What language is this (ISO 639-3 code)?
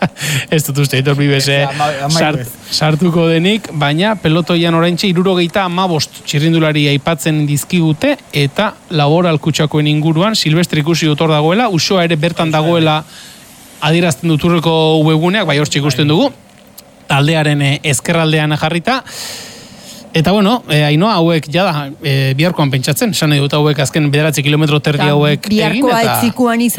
eus